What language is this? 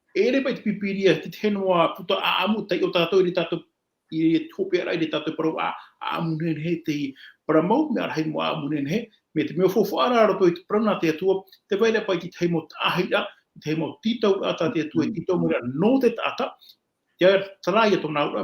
Tahitian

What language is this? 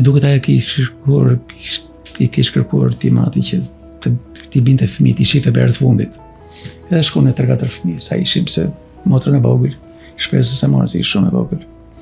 Albanian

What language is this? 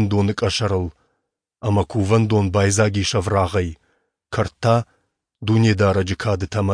Ossetic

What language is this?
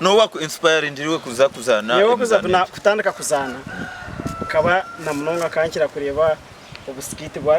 Nyankole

